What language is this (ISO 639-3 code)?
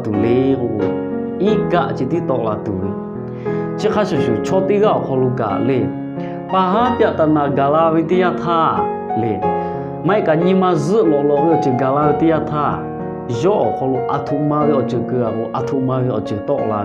lhu